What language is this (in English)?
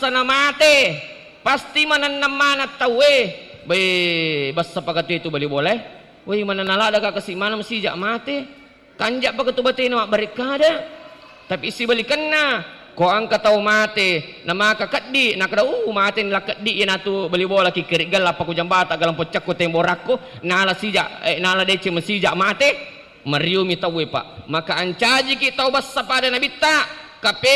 Buginese